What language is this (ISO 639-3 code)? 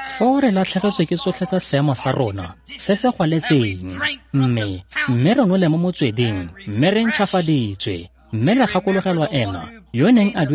tsn